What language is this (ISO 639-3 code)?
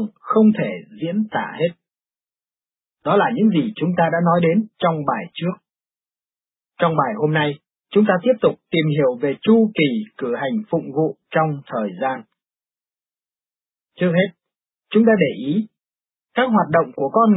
vie